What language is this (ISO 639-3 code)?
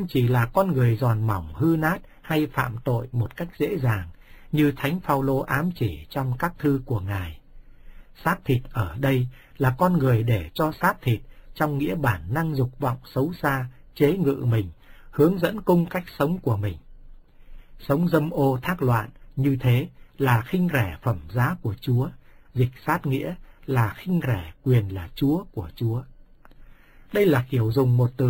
vie